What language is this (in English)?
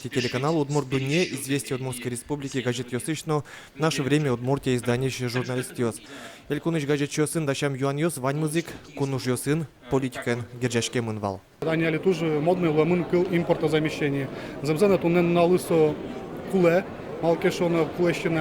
Udmurt